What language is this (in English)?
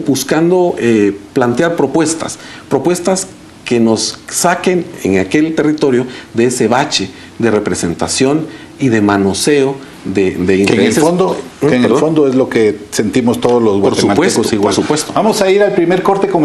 Spanish